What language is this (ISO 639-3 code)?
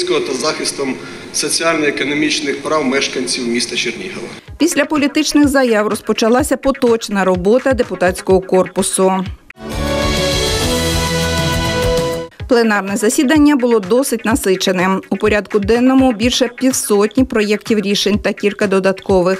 ukr